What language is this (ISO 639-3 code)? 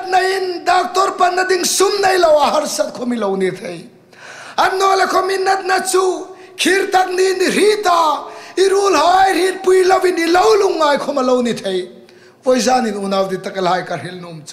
hmr